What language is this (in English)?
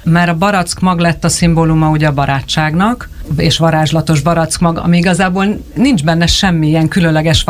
Hungarian